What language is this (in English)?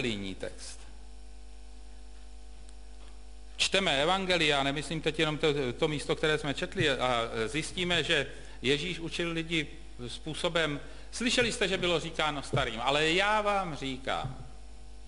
Czech